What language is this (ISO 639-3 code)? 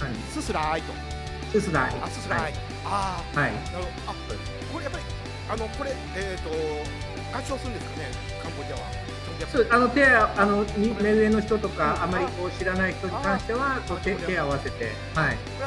jpn